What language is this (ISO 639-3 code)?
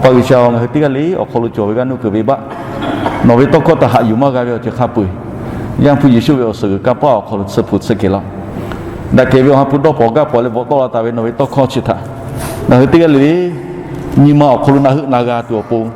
lhu